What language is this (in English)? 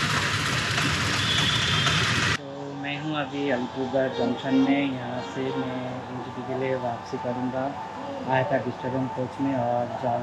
Hindi